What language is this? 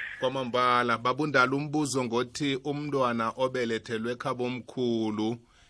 South Ndebele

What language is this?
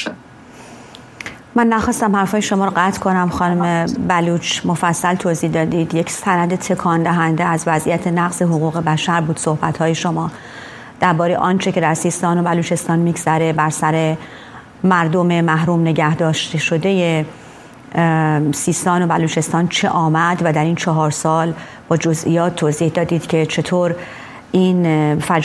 Persian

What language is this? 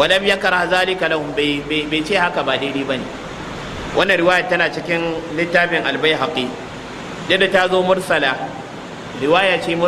Hausa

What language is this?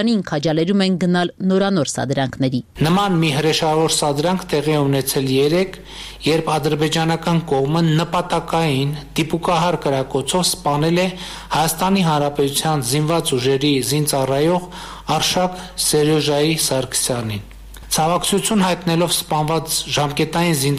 Armenian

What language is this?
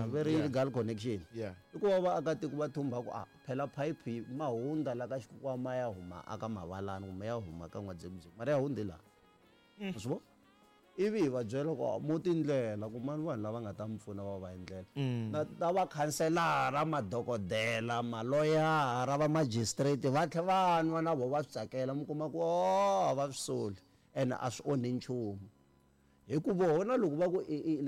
Tsonga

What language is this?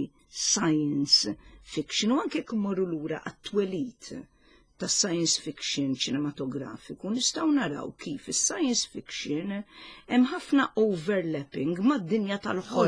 Maltese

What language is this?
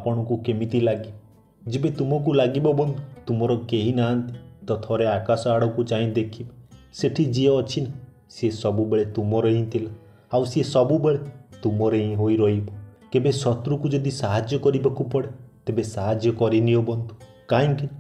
Odia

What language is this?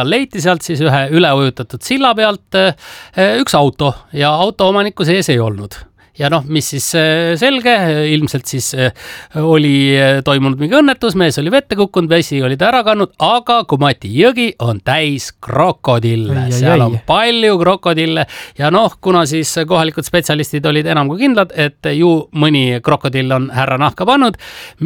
Estonian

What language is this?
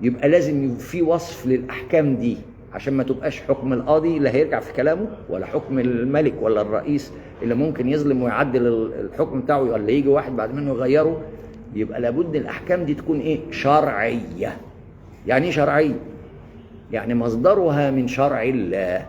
Egyptian Arabic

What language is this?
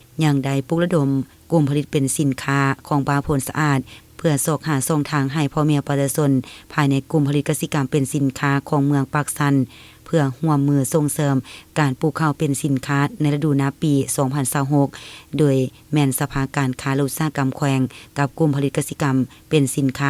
Lao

